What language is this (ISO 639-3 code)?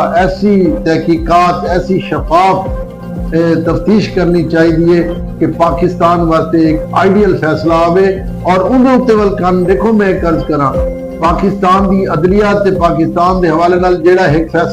skr